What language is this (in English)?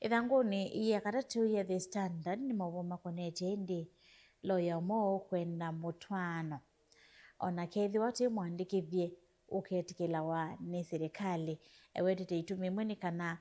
Kamba